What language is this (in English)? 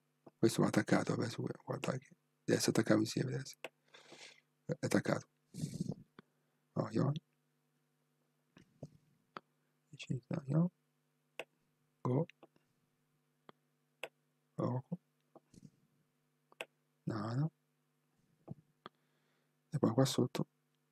Italian